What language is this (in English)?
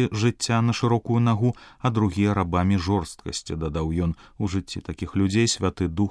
Belarusian